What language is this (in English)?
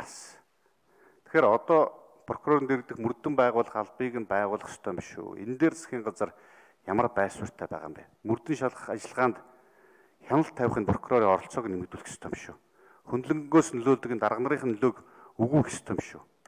Mongolian